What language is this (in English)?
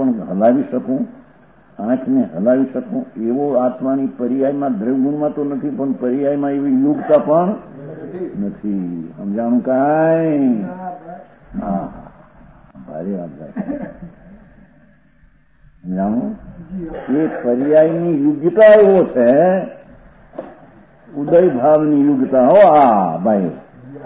Gujarati